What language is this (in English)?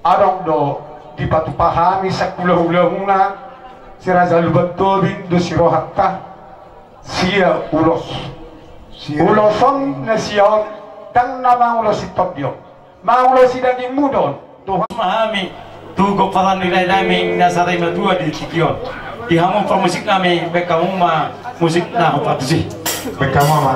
Batak Toba